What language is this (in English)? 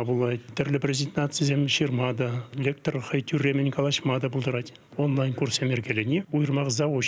Chuvash